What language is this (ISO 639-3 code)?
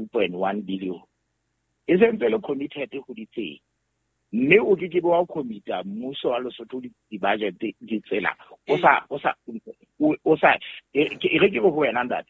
sot